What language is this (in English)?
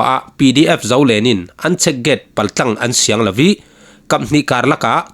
Falam Chin